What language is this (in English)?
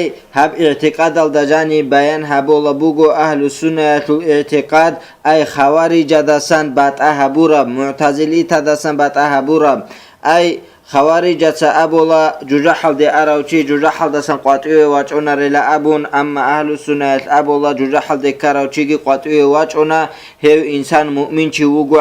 Avaric